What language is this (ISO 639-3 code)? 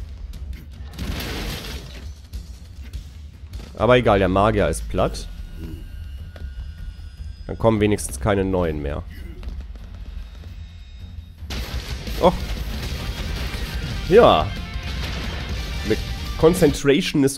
deu